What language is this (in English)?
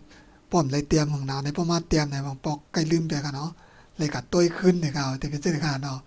Shan